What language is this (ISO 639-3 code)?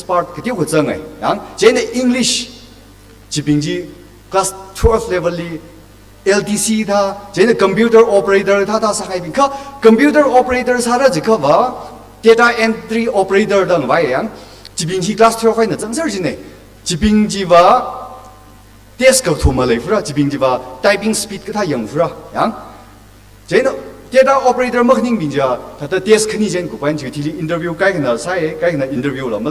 nmf